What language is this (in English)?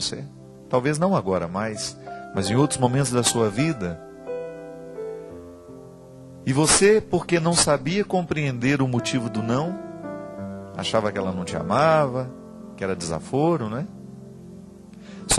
Portuguese